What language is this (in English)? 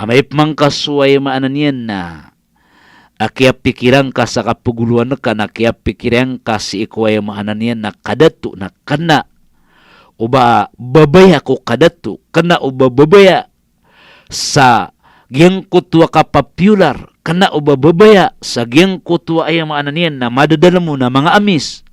Maranao